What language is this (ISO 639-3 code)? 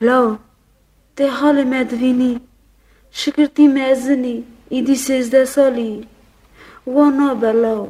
kur